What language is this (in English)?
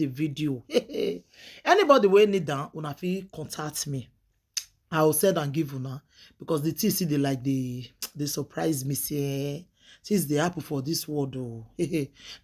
Nigerian Pidgin